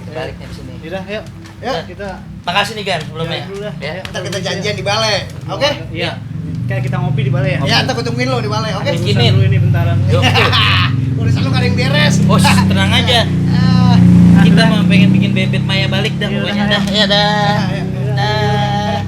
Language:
Betawi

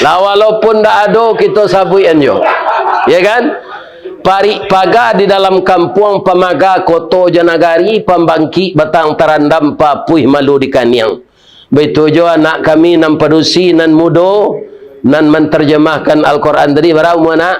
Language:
Minangkabau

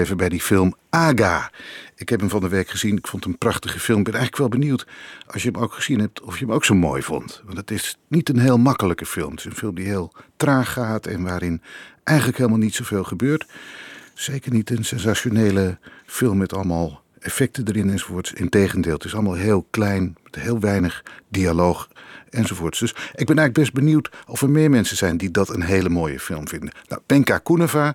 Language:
Dutch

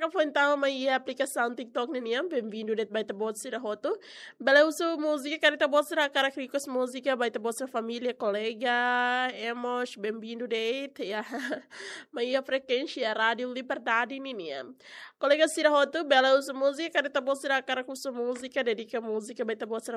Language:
Tetum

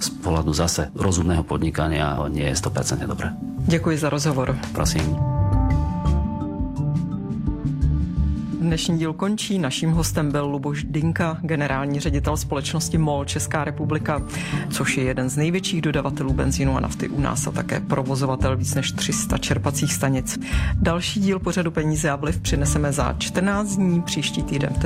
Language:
Czech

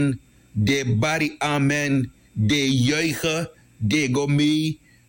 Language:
Sranan Tongo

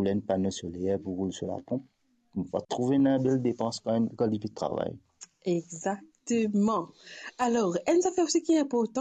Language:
Morisyen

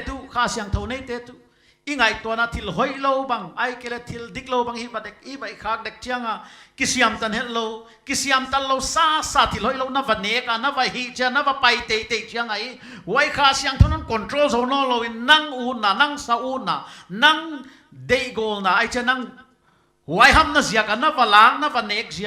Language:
Paite Chin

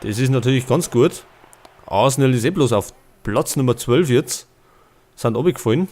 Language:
Bavarian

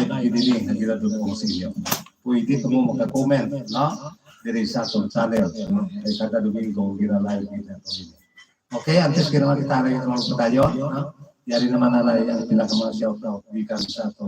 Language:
Hiligaynon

